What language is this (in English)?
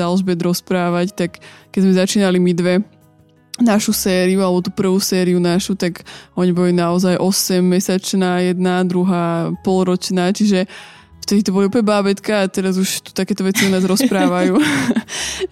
Slovak